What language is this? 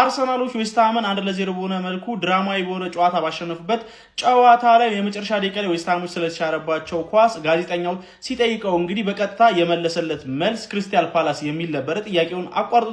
Amharic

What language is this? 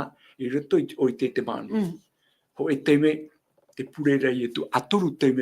Tahitian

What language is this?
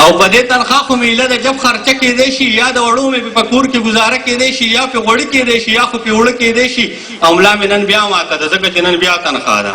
Pashto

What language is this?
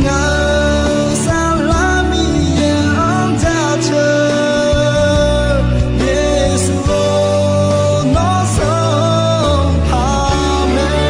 Akha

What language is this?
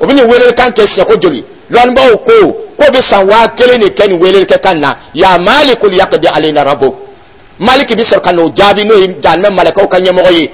Dyula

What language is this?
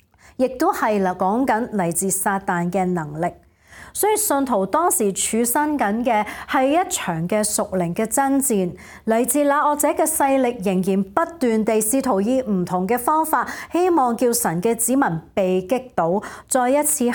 Cantonese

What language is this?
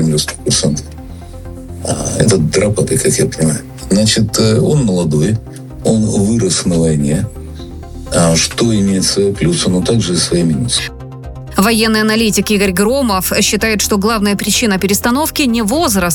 Russian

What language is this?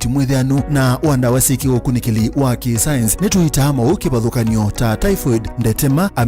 Kamba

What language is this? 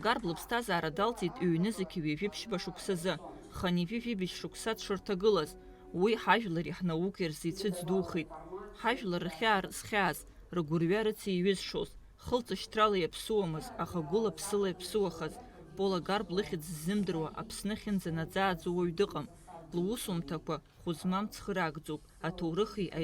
Abkhazian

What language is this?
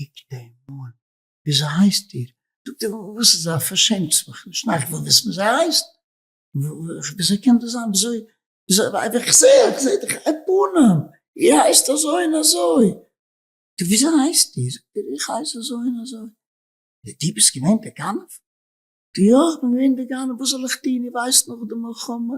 Yiddish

